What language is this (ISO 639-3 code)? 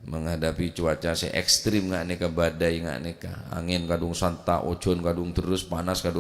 mad